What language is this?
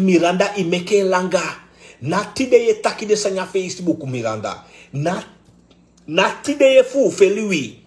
Sranan Tongo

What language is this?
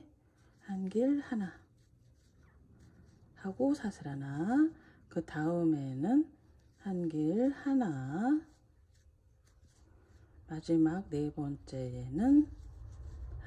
Korean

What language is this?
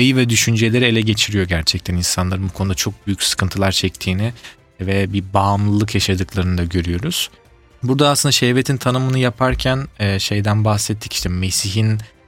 Turkish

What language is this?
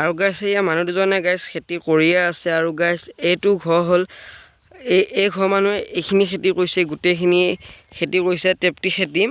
Assamese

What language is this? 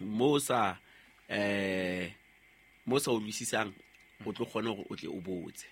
Southern Sotho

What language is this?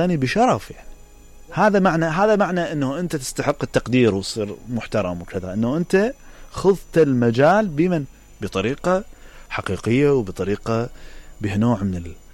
Mesopotamian Arabic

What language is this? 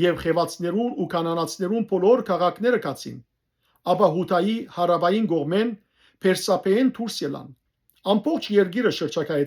Western Armenian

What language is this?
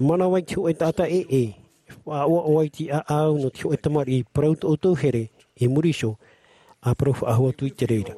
Tahitian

